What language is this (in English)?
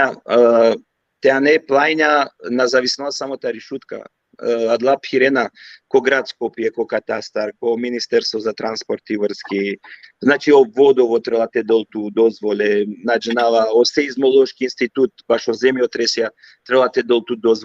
Balkan Romani